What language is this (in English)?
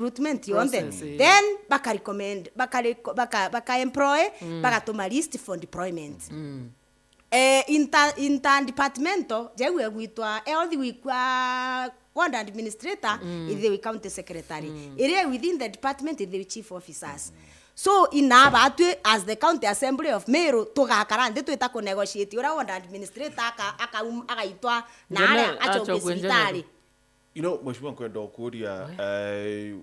Meru